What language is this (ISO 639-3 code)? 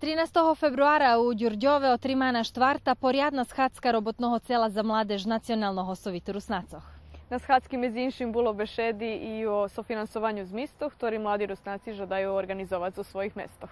rue